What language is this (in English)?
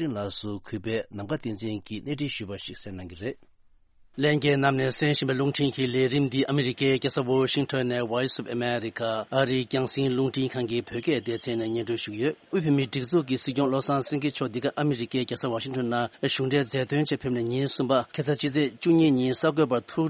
Tibetan